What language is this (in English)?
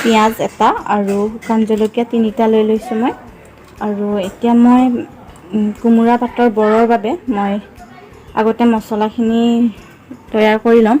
Assamese